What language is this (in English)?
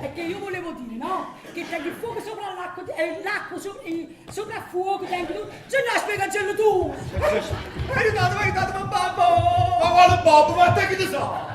Neapolitan